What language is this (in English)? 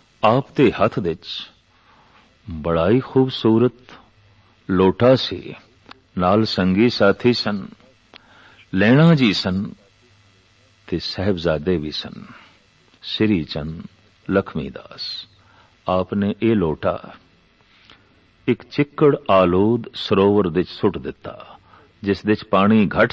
Punjabi